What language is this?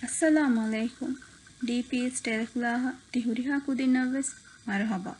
Divehi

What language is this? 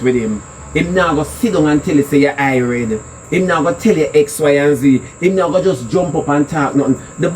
Jamaican Creole English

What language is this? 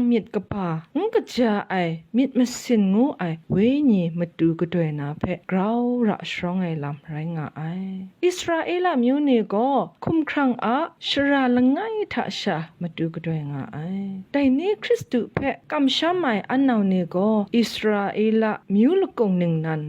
Kachin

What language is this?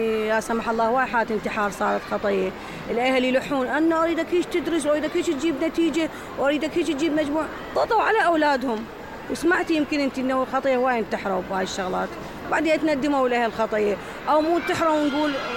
Mesopotamian Arabic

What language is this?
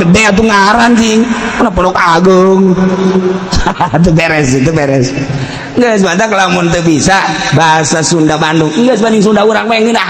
Sundanese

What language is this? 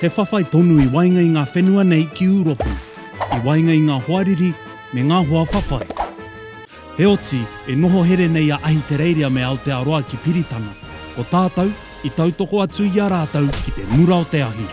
Māori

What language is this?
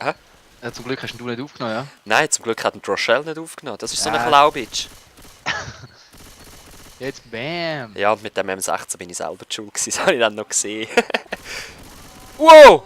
Swiss German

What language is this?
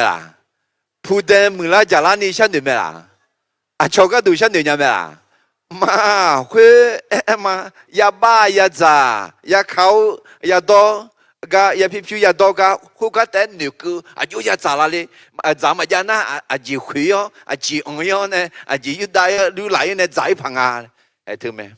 Akha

